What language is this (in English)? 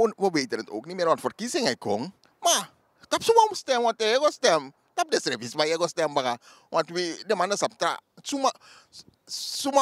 Sranan Tongo